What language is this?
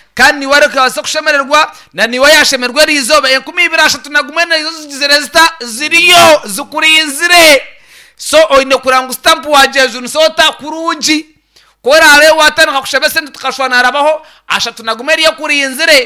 Nyankole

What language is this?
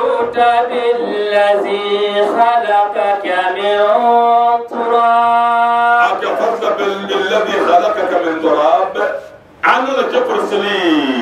Dagbani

